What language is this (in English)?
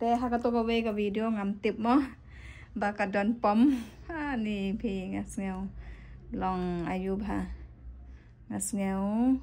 Khasi